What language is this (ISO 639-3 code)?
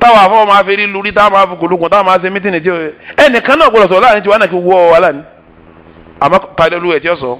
yor